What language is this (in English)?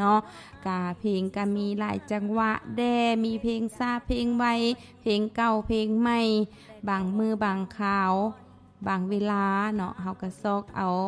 Lao